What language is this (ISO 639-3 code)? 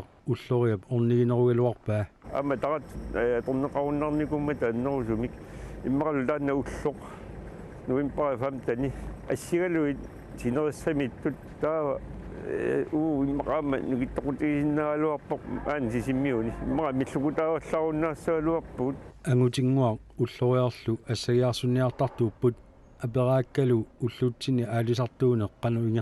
kal